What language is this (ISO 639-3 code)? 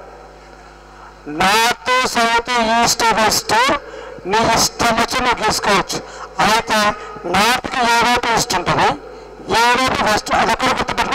tel